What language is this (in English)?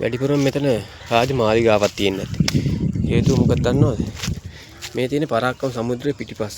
Sinhala